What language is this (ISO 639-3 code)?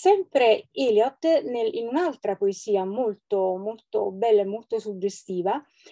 ita